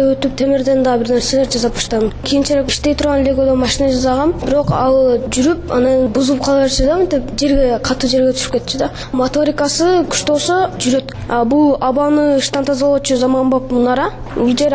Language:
Kyrgyz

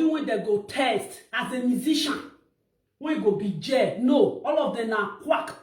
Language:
Nigerian Pidgin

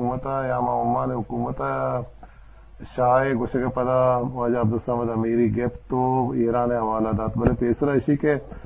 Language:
Eastern Balochi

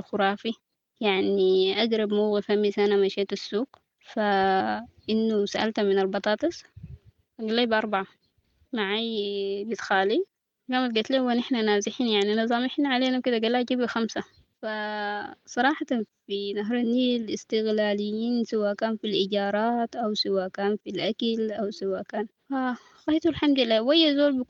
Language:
Sudanese Arabic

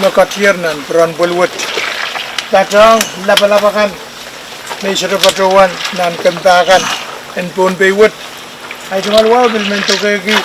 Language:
Pohnpeian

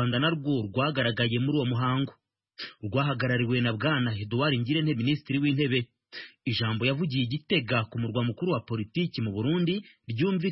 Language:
Kinyarwanda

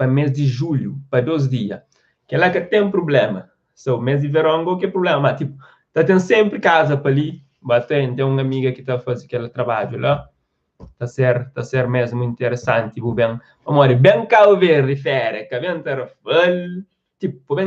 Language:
Kabuverdianu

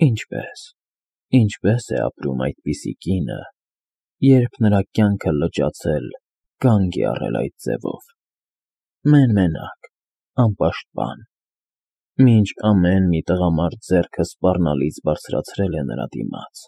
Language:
Armenian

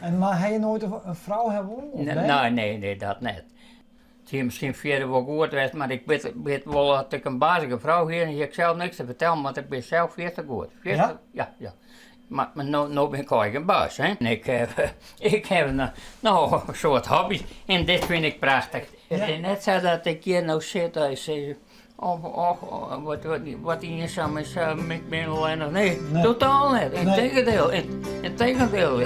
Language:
Western Frisian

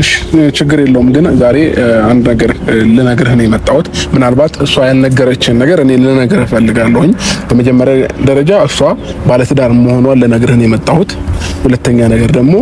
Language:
Amharic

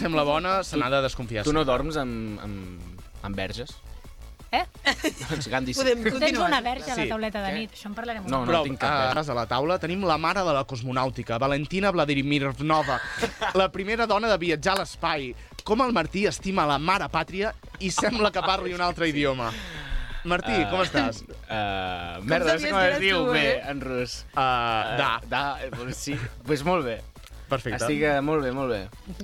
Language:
Catalan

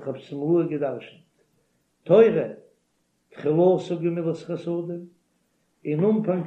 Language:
Yiddish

